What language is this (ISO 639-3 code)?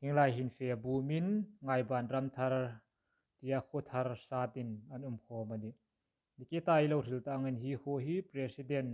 hmr